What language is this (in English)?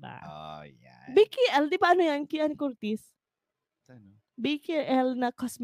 Bikol